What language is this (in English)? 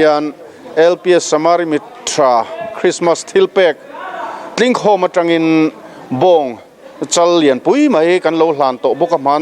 Mizo